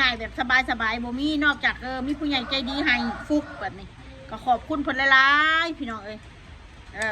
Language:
Northeastern Thai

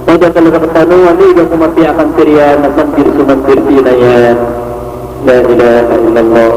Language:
Maranao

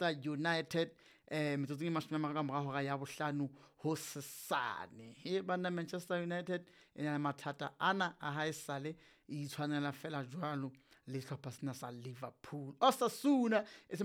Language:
Southern Sotho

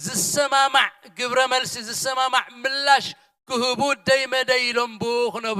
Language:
Tigrinya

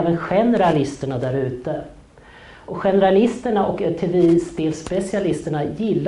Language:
Swedish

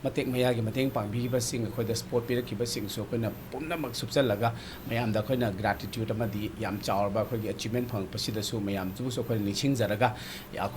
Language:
Manipuri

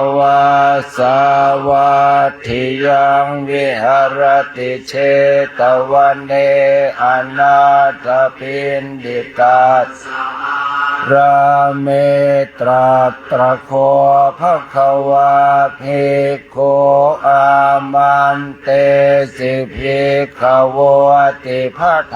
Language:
Pali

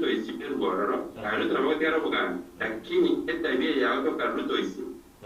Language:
Gusii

